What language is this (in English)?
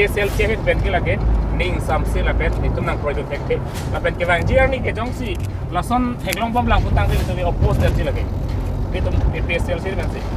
Karbi